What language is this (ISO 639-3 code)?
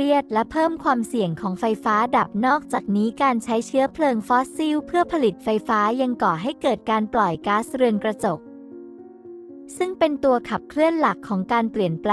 tha